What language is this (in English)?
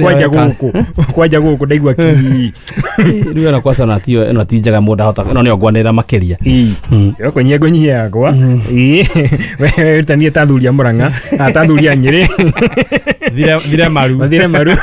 Kikuyu